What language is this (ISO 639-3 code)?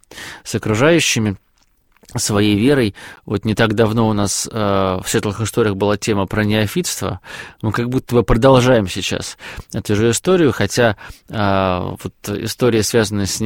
rus